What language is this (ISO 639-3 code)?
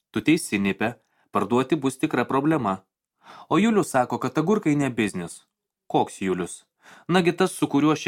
lit